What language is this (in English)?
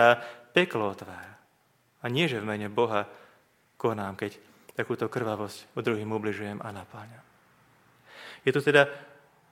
Slovak